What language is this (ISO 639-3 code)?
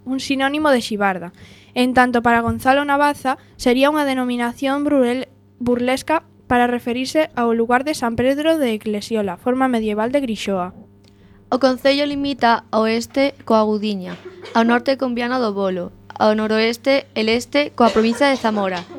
glg